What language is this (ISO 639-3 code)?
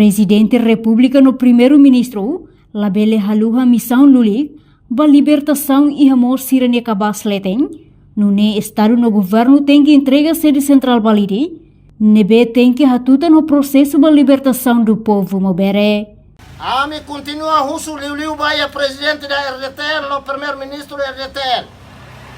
tet